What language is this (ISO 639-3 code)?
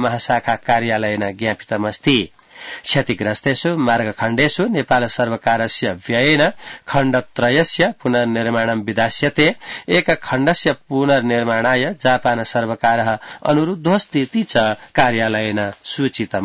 san